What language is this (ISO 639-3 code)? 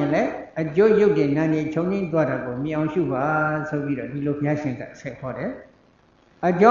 mya